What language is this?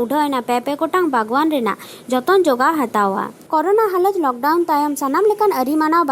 Santali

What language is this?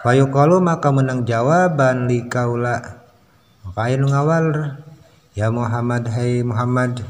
Sundanese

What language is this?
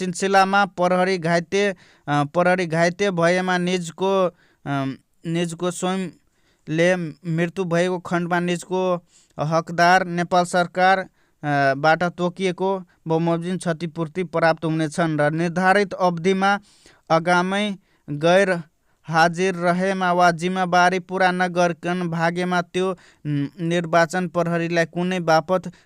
Nepali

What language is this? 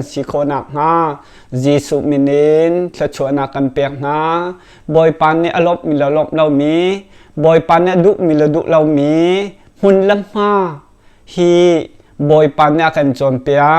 Hakha Chin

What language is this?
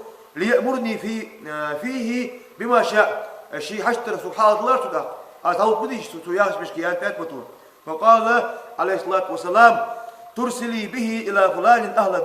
Ingush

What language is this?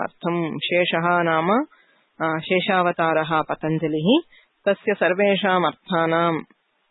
Sanskrit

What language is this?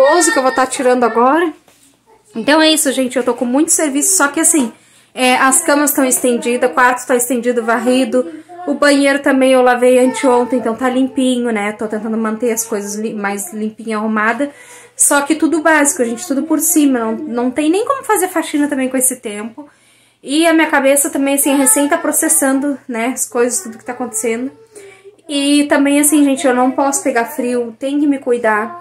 Portuguese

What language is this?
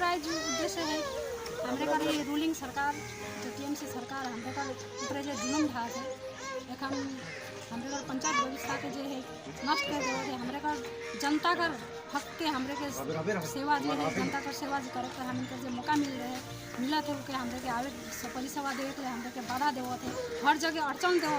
Sadri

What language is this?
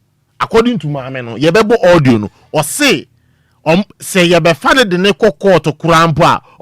Akan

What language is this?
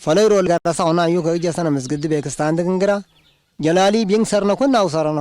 Tigre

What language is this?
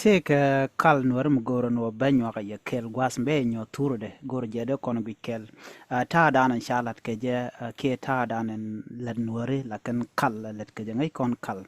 Nuer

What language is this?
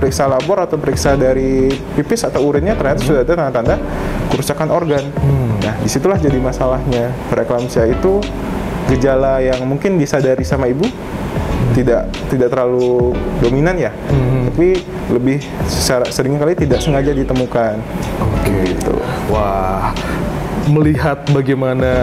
Indonesian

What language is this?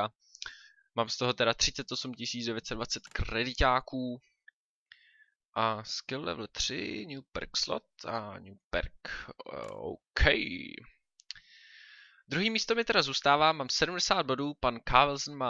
Czech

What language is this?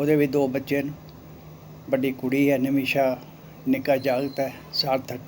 Dogri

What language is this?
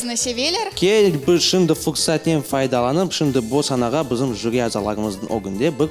Crimean Tatar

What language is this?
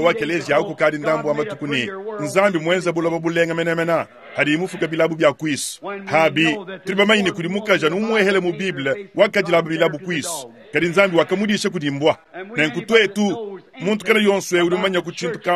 Luba-Lulua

